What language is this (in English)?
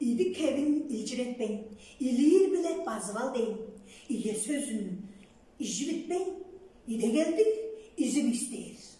Tuvinian